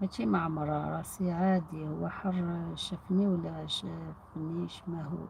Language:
Algerian Arabic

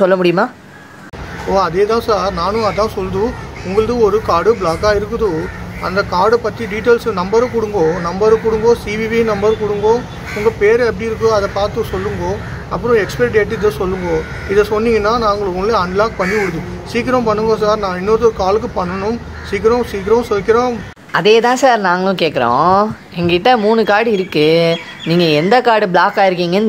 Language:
Tamil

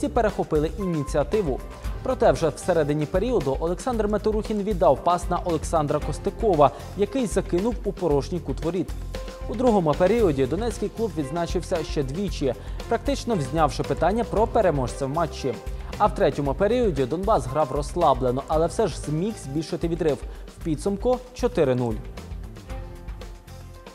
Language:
Ukrainian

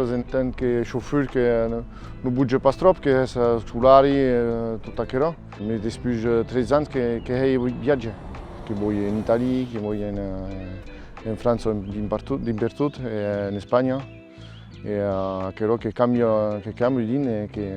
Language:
Occitan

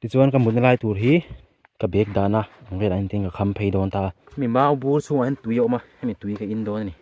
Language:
Mizo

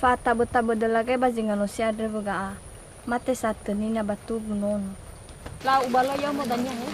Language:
Nias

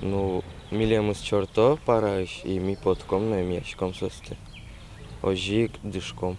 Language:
Udmurt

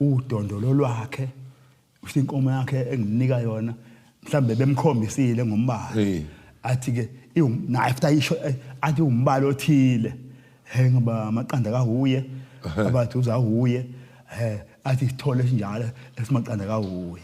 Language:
Zulu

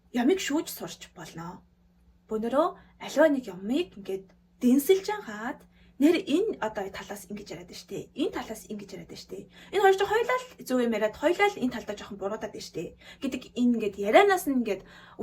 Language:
Mongolian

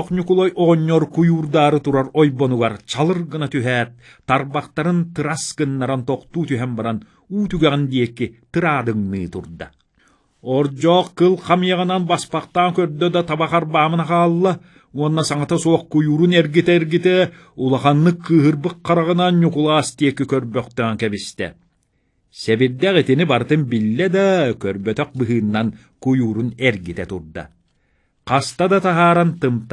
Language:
Yakut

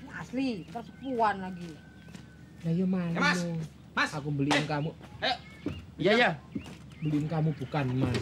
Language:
Betawi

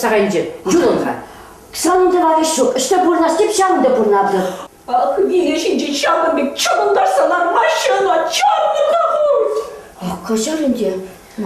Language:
Chuvash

